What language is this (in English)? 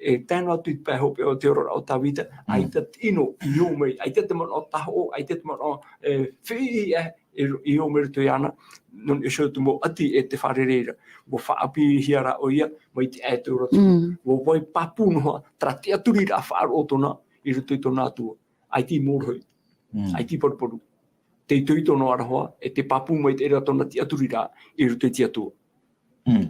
Tahitian